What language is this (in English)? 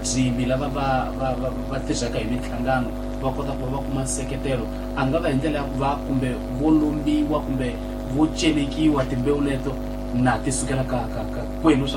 Tsonga